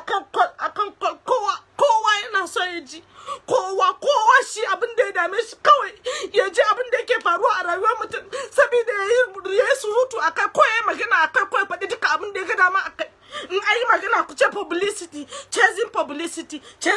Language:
Hausa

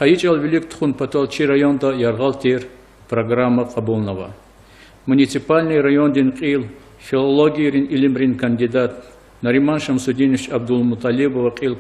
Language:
Lezghian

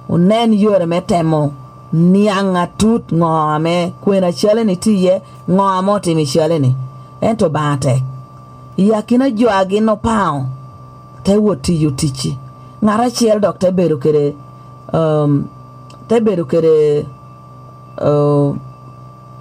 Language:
Lango (Uganda)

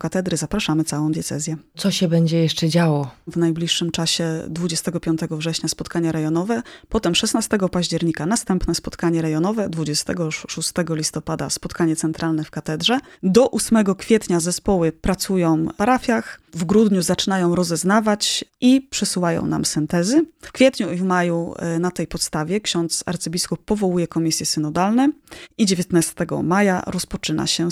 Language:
Polish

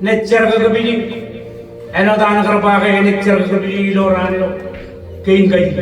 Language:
Marshallese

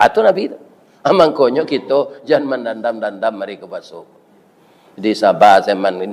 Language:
Minangkabau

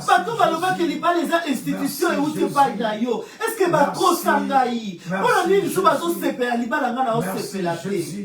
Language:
Lingala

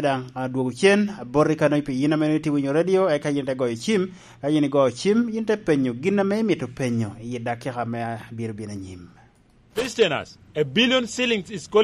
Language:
Lango (Uganda)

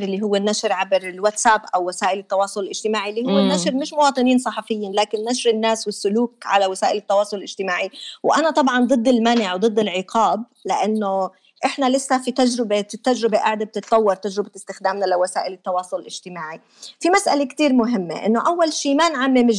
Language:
North Levantine Arabic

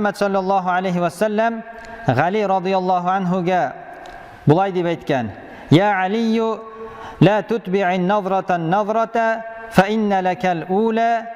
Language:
Tatar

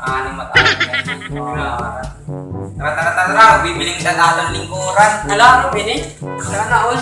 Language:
Waray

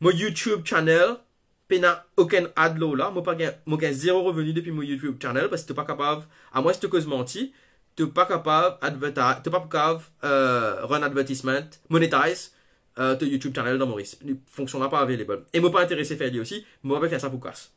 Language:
Morisyen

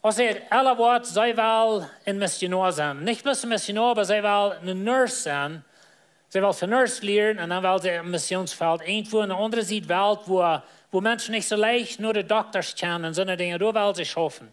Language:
Plautdietsch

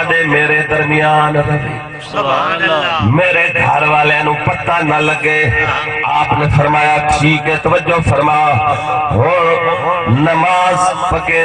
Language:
Saraiki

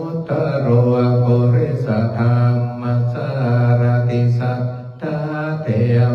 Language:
Pali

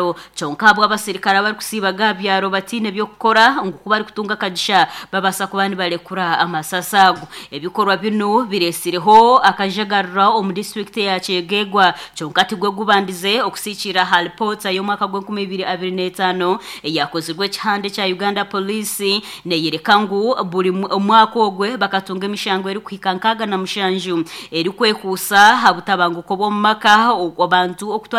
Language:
Nyankole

